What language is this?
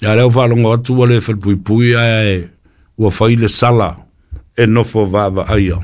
Samoan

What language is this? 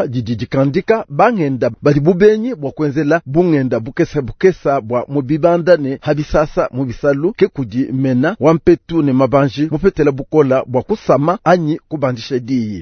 Luba-Lulua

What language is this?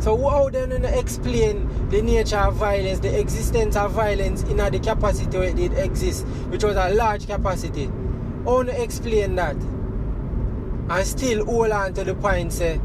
Jamaican Creole English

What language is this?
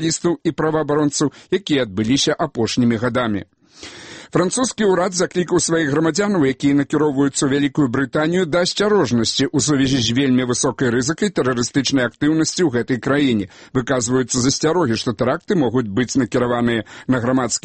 Belarusian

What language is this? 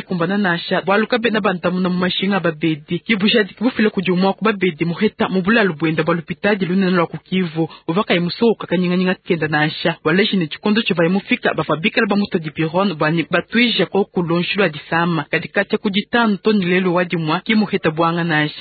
Luba-Lulua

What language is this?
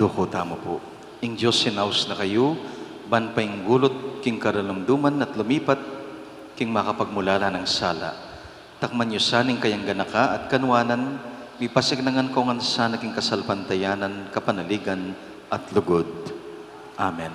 Pampanga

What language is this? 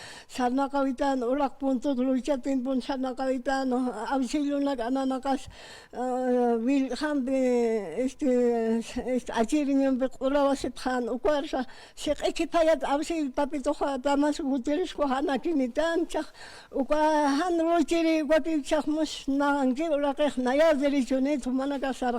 Aymara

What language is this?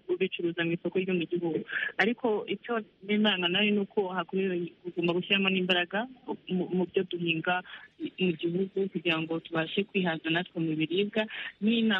Kinyarwanda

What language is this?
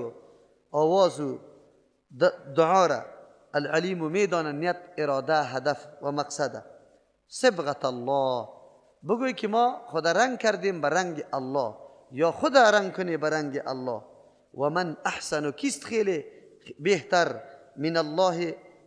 Persian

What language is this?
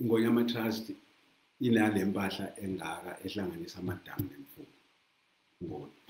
Zulu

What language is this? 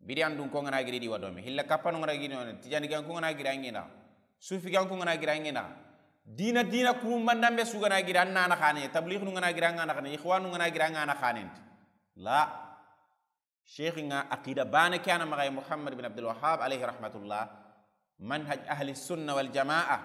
Soninke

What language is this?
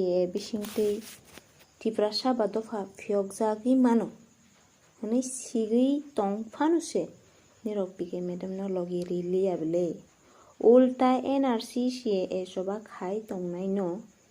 Kok Borok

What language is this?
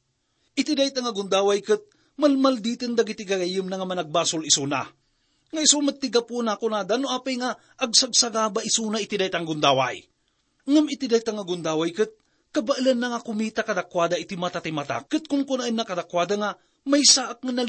Iloko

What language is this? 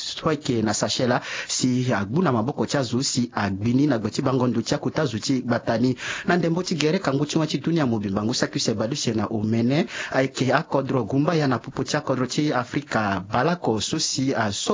Sango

